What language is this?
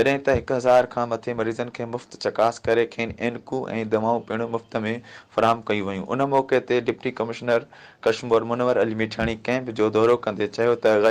Sindhi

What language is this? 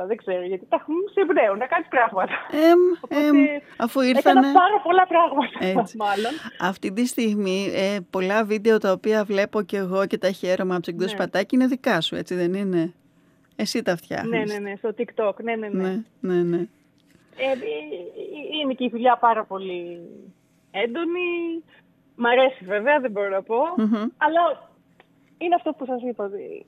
Greek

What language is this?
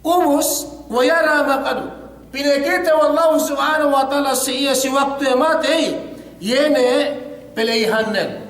Yakan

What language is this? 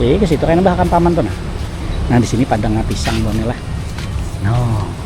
Banjar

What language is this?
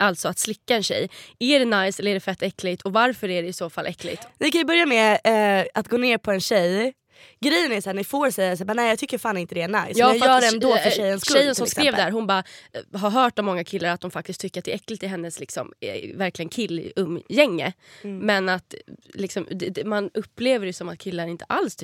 Swedish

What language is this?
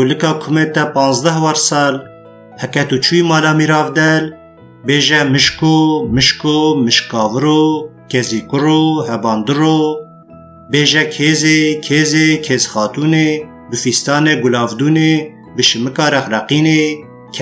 Kurdish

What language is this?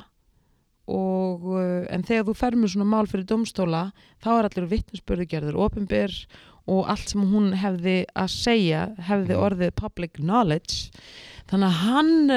Icelandic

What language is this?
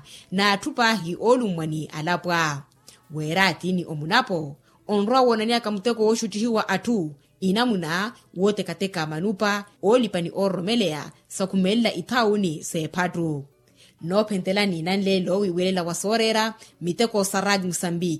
Makhuwa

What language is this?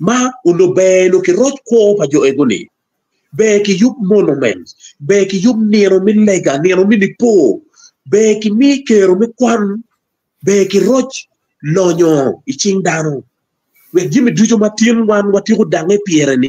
Acoli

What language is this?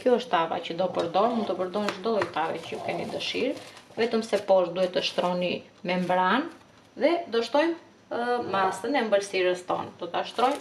Albanian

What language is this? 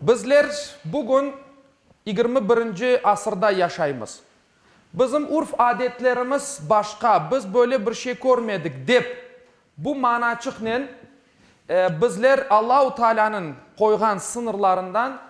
Crimean Tatar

